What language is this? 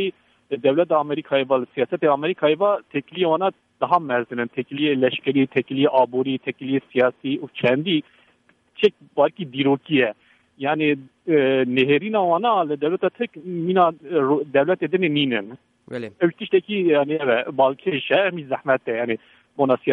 Kurdish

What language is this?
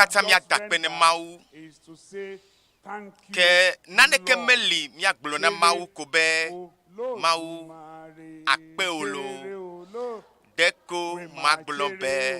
Ewe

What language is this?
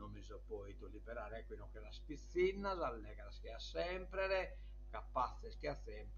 Sardinian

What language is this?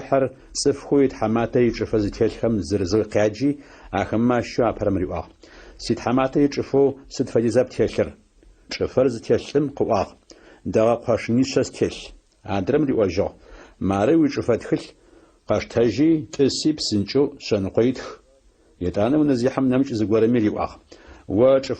Adyghe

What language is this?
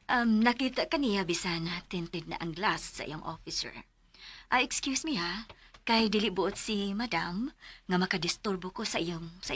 Cebuano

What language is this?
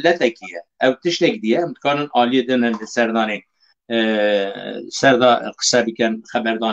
Kurdish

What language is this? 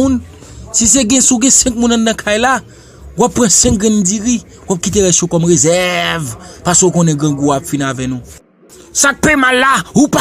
Haitian Creole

